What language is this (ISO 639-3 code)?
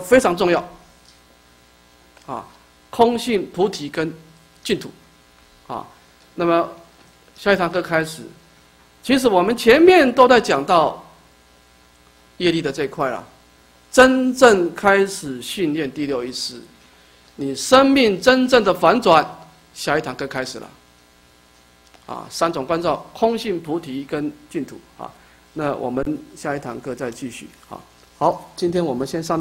zho